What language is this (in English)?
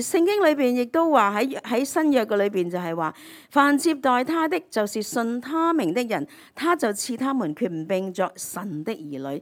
Cantonese